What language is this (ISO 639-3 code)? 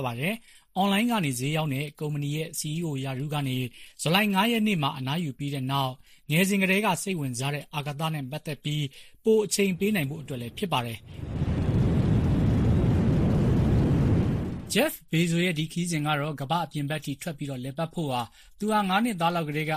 mya